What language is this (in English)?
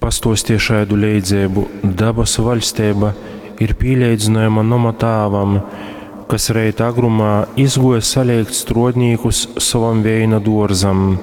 Latgalian